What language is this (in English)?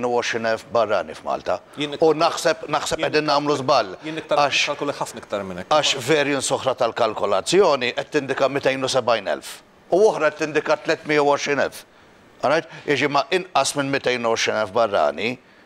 Maltese